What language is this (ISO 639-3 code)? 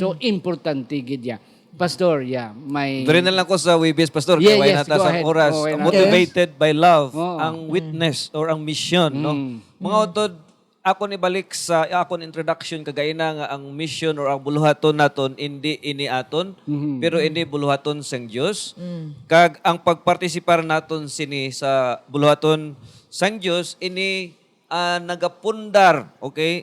hil